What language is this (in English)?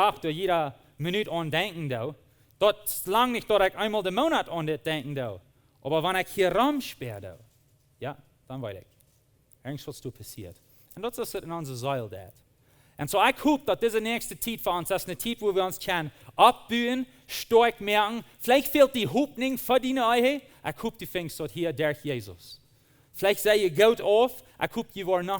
Plautdietsch